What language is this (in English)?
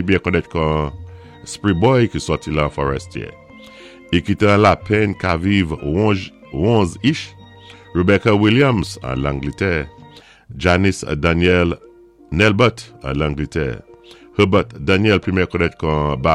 Saint Lucian Creole French